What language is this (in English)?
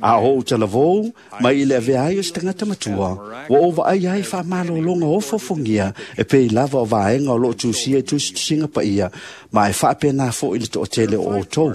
Samoan